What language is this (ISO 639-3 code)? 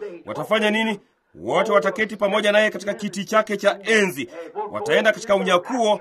swa